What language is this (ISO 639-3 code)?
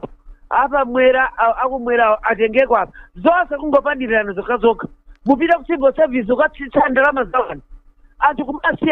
nya